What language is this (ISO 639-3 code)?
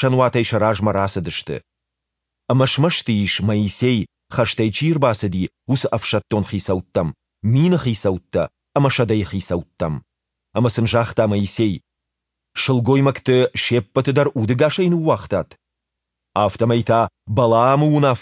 oss